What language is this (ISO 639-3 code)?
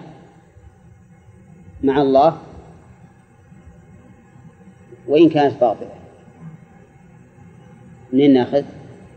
ara